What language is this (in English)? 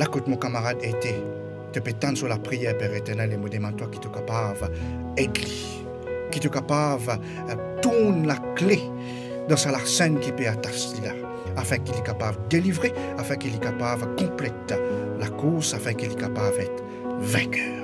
Morisyen